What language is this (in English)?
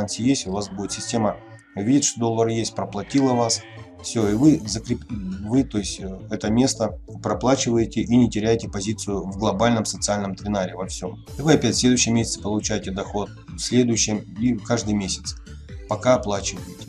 Russian